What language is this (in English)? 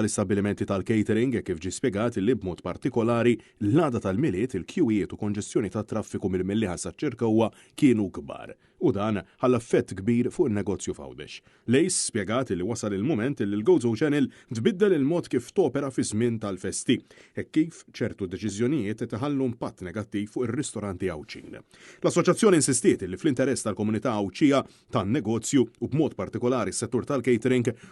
Maltese